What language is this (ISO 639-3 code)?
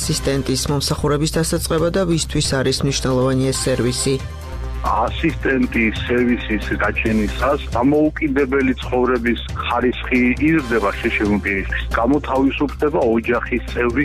kat